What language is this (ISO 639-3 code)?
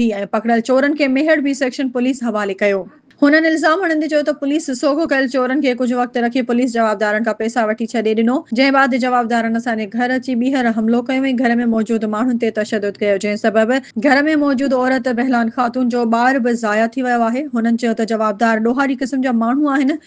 snd